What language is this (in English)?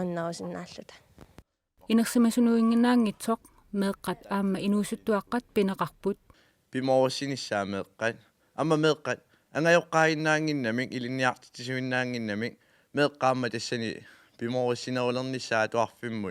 Kalaallisut